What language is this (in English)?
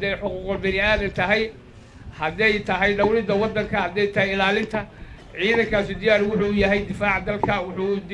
Somali